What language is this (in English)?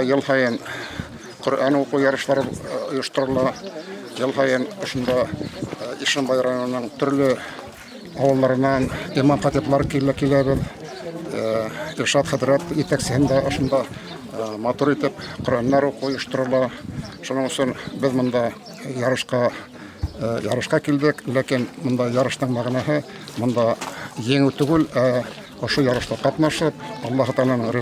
Bashkir